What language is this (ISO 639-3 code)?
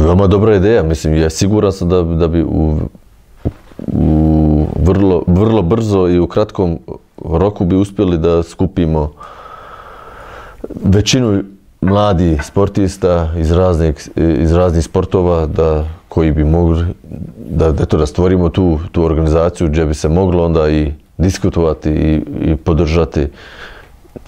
bos